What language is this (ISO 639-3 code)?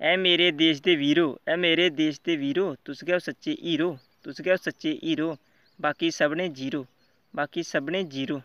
doi